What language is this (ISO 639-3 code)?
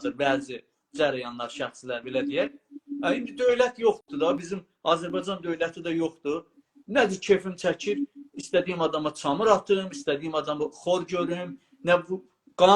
azb